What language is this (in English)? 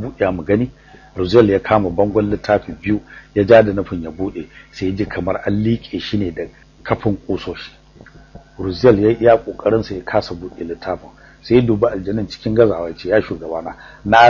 Hausa